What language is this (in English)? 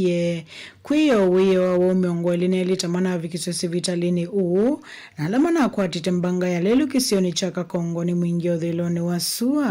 Kamba